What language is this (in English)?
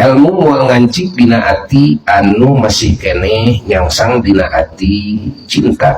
Sundanese